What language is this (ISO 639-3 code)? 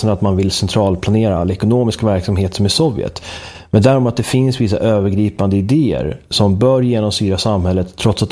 swe